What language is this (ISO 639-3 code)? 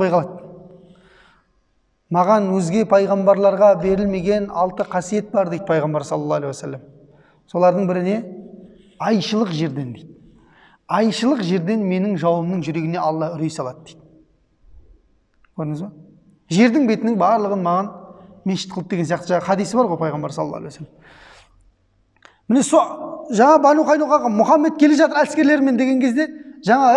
kaz